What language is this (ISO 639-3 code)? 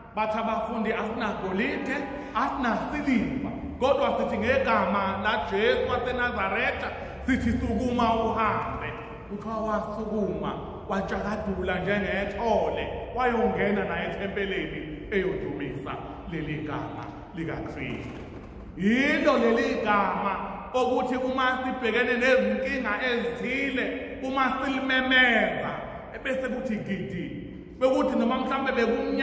zul